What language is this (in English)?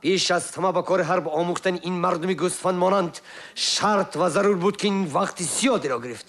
Tajik